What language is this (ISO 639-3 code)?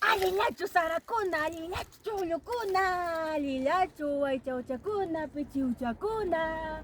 quy